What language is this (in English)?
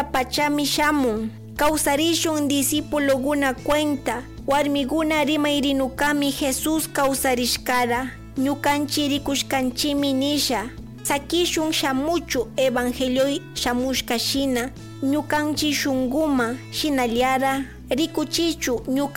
Chimborazo Highland Quichua